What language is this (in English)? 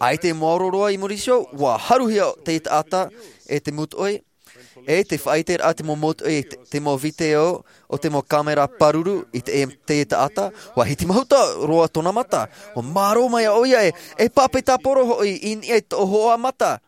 Tahitian